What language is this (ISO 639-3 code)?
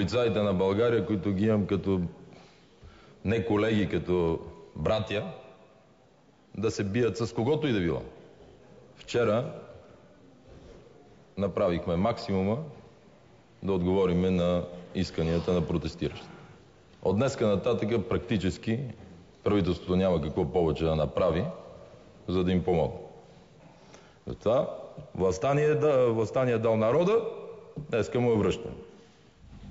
bul